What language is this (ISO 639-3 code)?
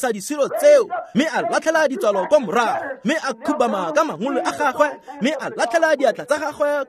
tsn